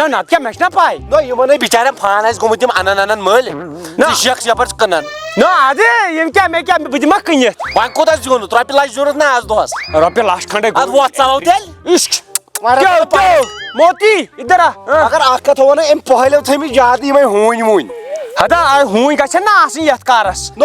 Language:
Kashmiri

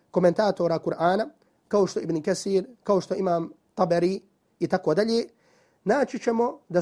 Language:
Bosnian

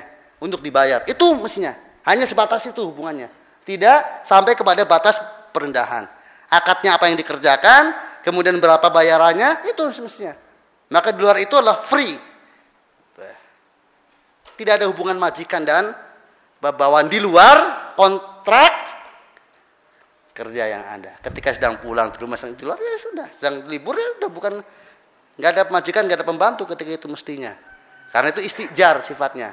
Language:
Indonesian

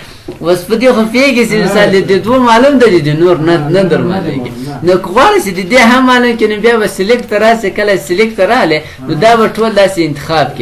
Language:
Pashto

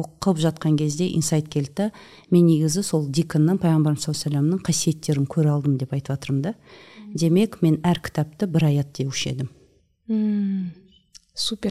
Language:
Kazakh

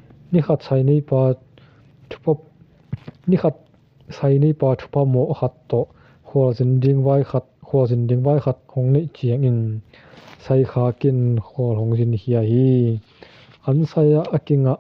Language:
Tedim Chin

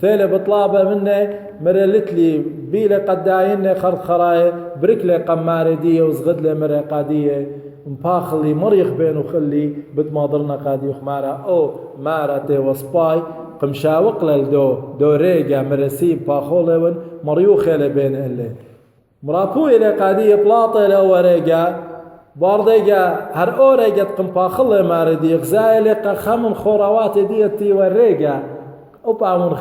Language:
Assyrian Neo-Aramaic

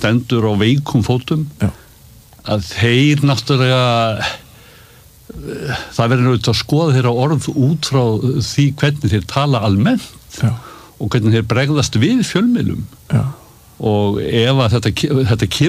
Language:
Icelandic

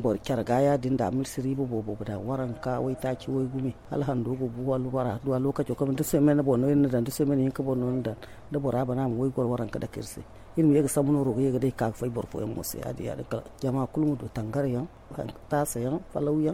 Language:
Zarma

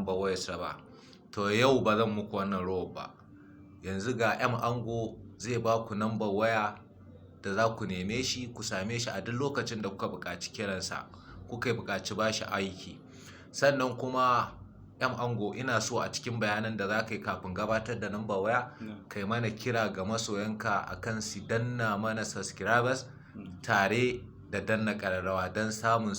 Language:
Hausa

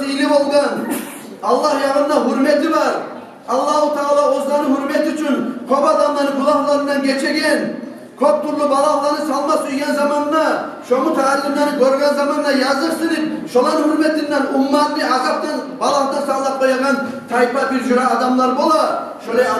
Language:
Kumyk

